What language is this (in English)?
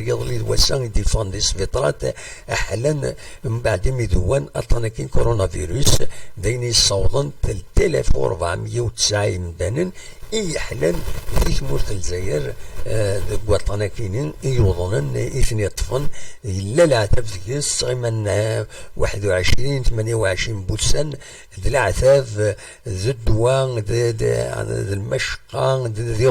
Kabyle